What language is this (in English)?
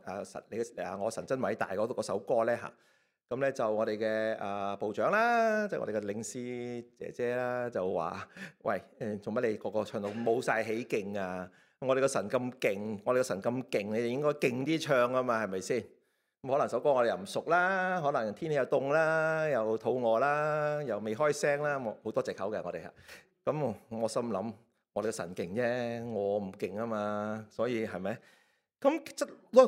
Cantonese